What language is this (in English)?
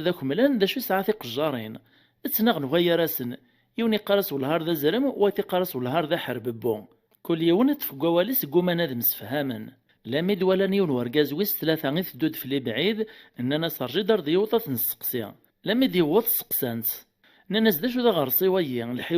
Kabyle